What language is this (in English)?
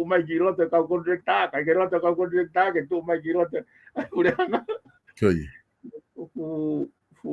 Tongan